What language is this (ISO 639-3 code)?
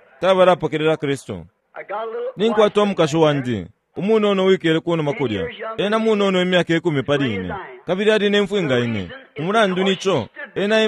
bem